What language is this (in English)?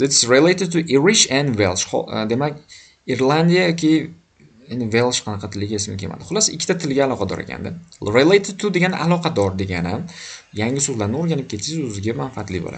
Uzbek